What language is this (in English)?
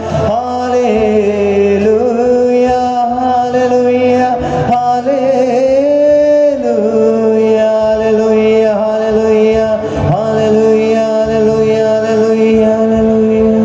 Konkani